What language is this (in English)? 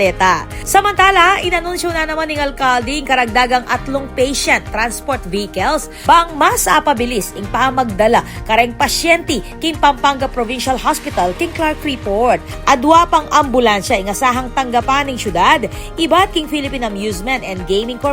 Pampanga